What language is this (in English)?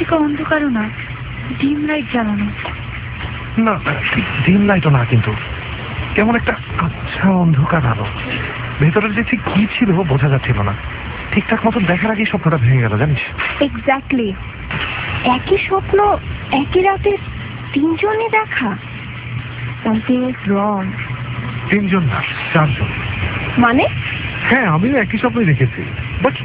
Bangla